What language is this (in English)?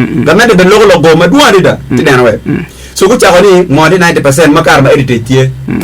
Acoli